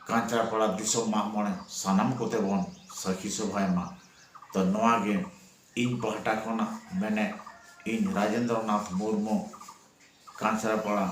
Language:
Santali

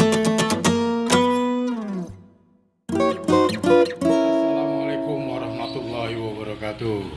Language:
Betawi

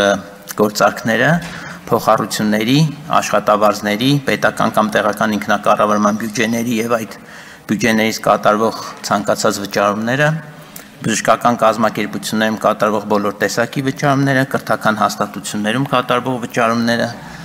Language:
Armenian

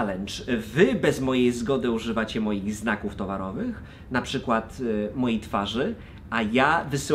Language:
Polish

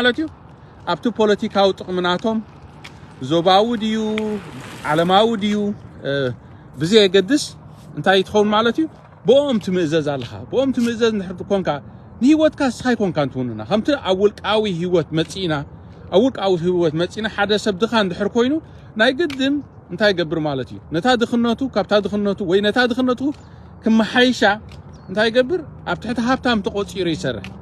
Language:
Tigrinya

